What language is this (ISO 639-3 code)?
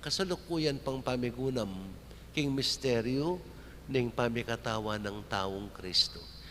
pam